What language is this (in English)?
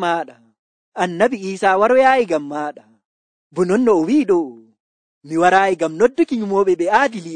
Nigerian Fulfulde